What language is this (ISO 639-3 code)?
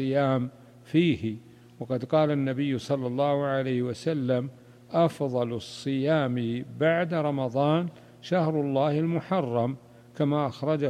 ara